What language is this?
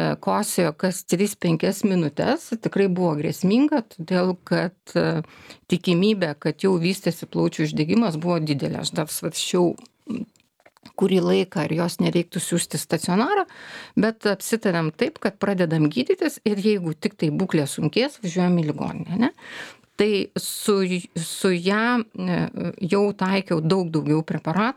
Lithuanian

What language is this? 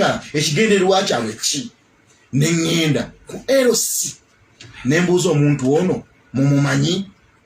Ganda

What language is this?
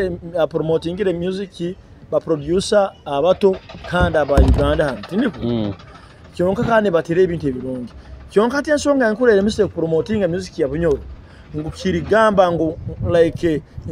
Nyoro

